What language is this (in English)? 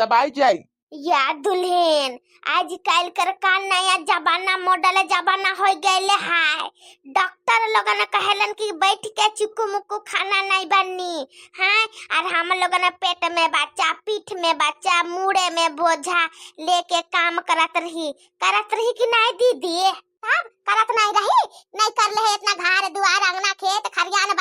Bhojpuri